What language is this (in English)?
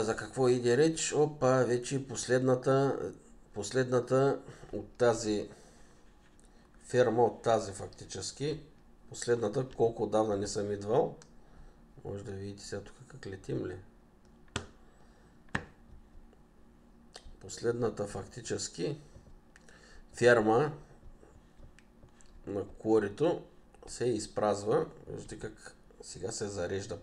Bulgarian